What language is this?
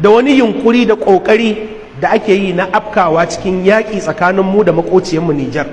Hausa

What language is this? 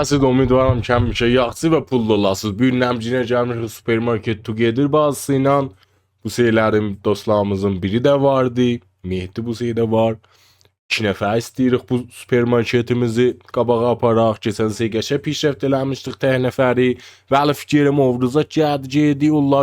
South Azerbaijani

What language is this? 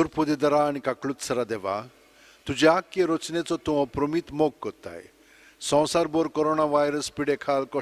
Konkani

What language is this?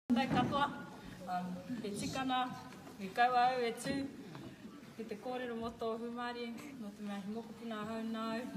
Māori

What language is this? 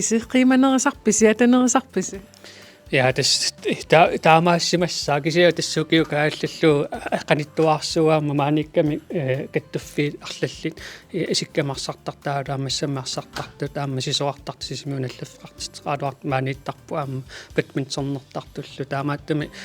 Kalaallisut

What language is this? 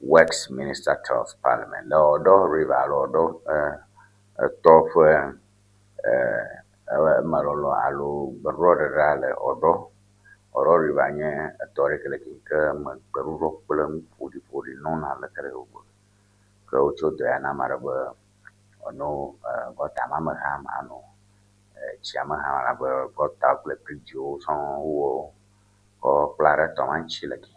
Ewe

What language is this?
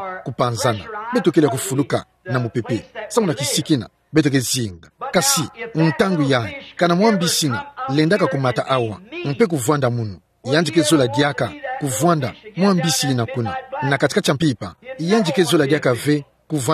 Kituba (Democratic Republic of Congo)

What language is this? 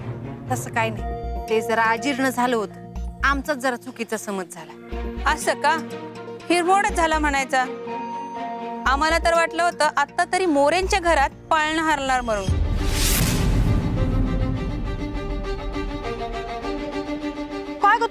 Marathi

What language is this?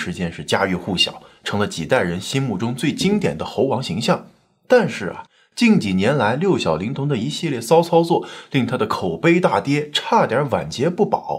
Chinese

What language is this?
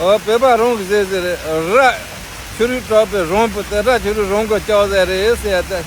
Tibetan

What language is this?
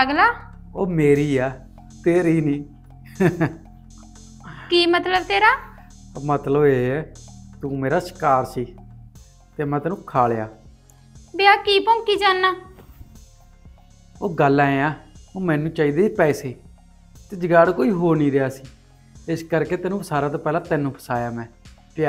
Punjabi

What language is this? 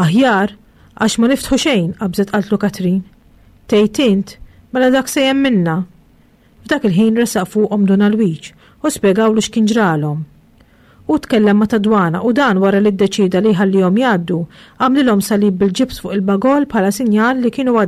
Maltese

